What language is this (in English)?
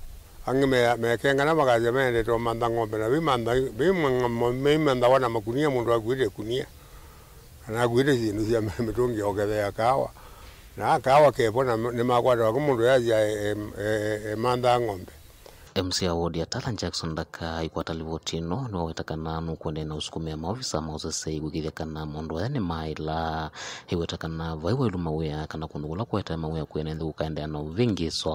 Kamba